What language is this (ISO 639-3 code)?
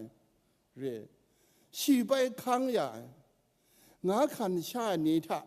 kac